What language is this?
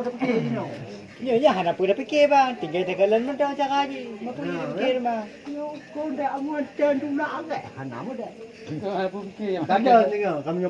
Achinese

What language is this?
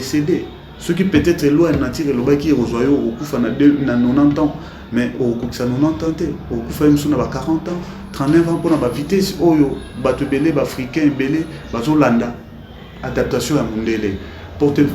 Lingala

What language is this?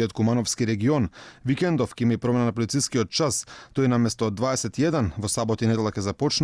Macedonian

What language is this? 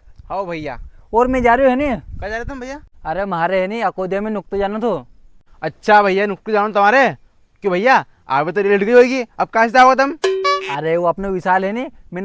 Rajasthani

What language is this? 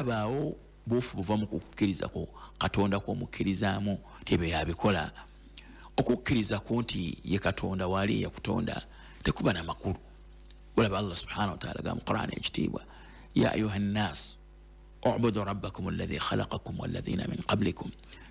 Ganda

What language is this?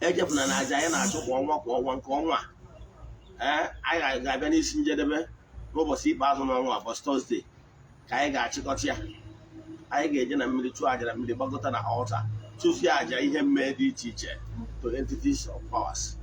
Igbo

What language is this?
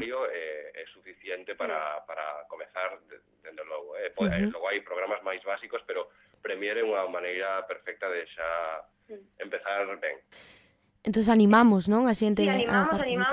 Galician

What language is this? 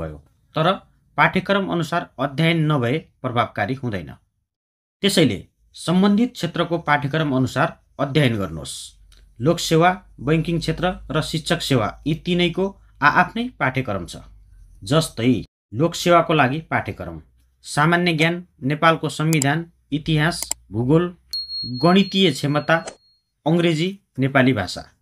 Nepali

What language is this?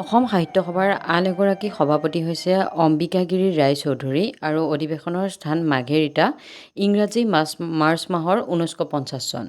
Assamese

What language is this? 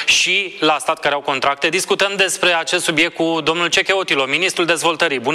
Romanian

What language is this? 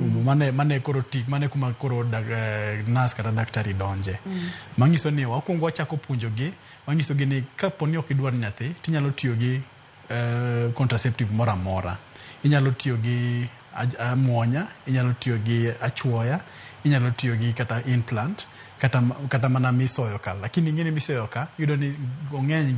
Luo (Kenya and Tanzania)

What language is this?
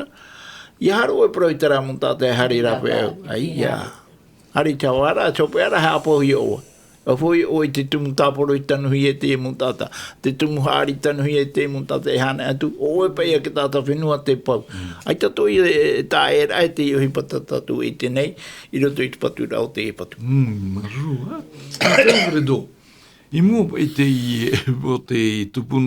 Tahitian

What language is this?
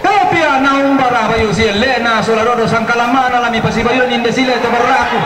Toraja-Sa'dan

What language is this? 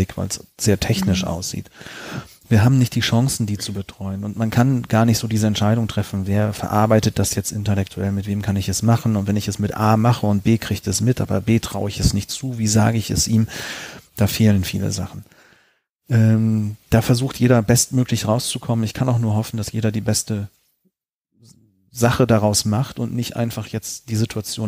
German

